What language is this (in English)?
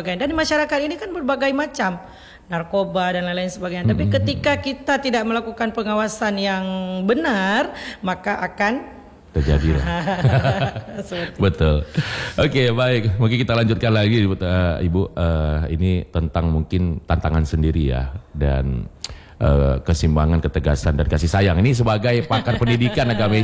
Indonesian